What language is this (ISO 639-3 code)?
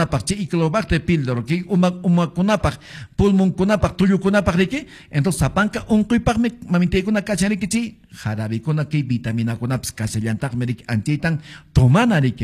que